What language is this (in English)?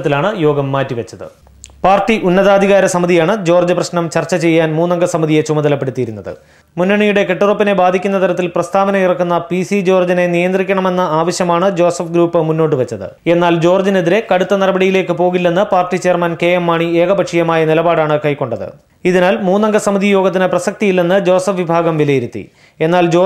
Malayalam